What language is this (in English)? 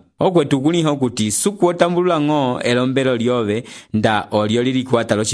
Umbundu